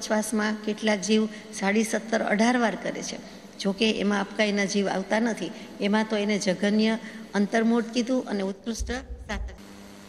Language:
Gujarati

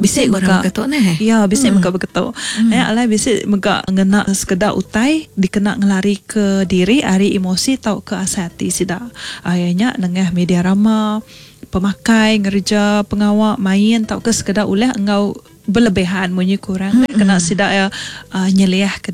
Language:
Iban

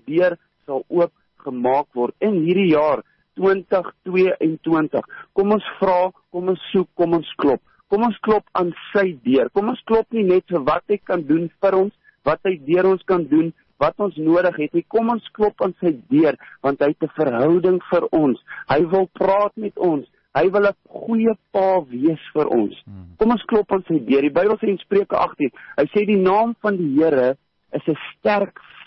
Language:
Afrikaans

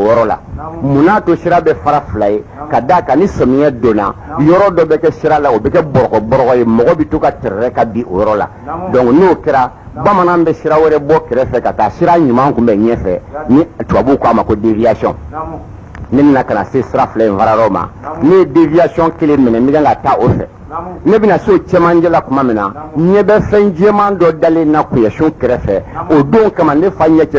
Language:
Bambara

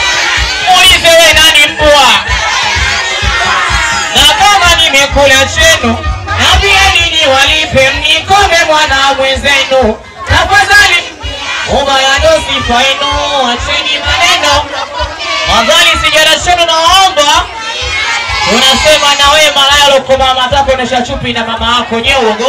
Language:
Swahili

